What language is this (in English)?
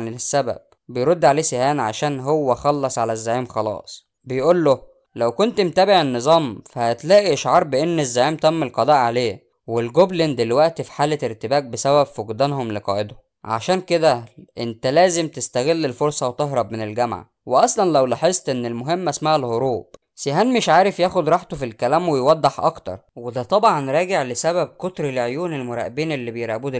Egyptian Arabic